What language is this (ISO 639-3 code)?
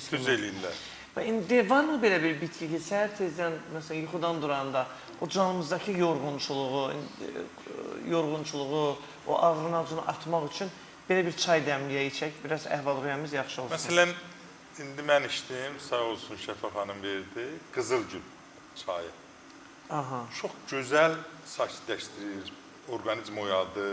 aze